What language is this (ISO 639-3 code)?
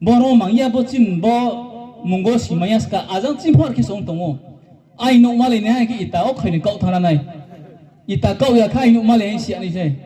ria